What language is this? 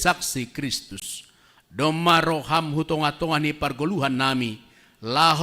Batak Simalungun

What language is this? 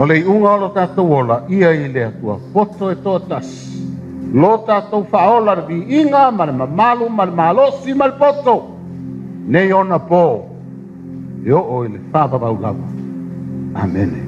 Samoan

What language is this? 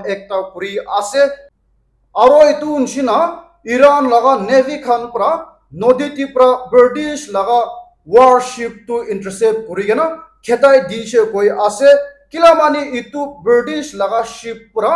Naga Pidgin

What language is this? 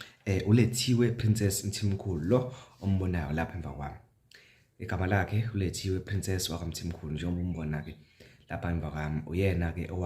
Zulu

